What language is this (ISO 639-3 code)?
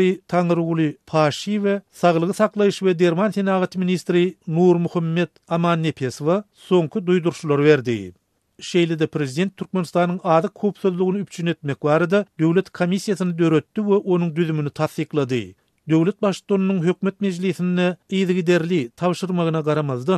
tuk